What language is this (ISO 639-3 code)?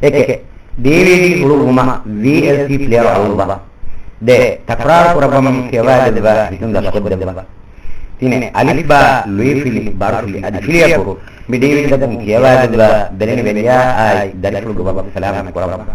div